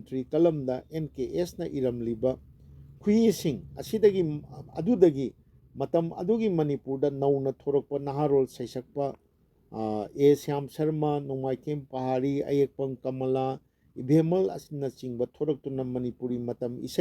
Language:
Manipuri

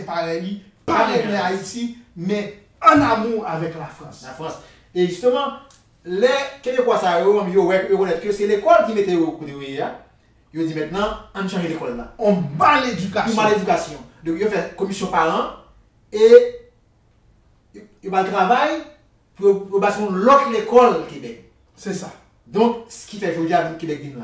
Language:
Haitian Creole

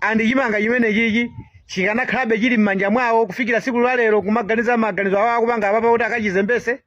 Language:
Nyanja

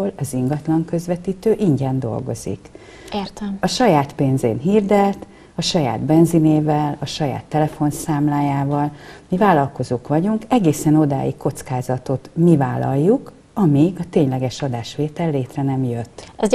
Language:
Hungarian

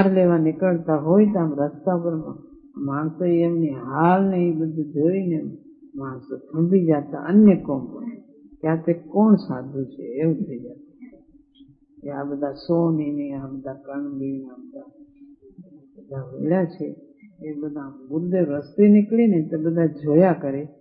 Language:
Gujarati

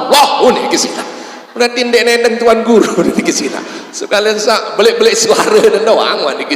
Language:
Sasak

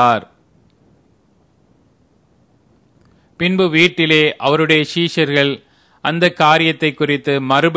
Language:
Tamil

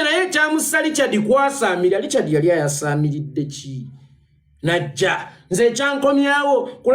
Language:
Ganda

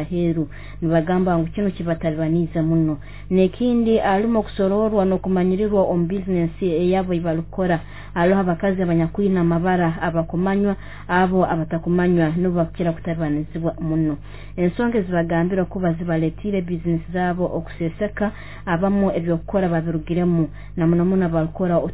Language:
Nyoro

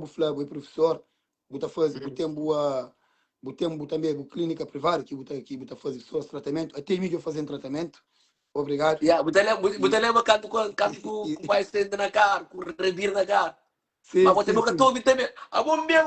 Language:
Kabuverdianu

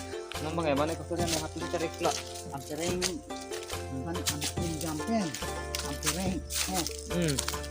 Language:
Karbi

